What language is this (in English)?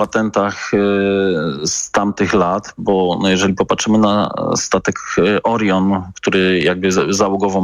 Polish